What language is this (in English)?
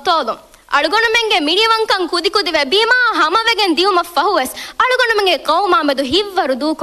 Divehi